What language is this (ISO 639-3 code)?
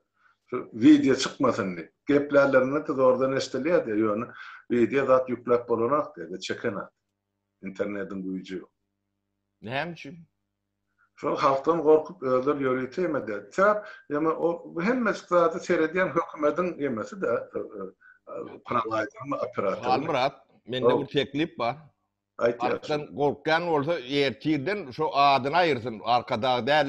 tuk